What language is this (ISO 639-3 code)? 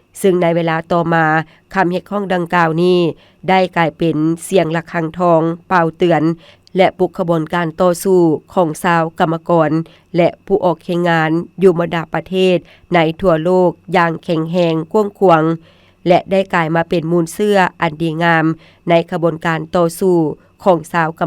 lao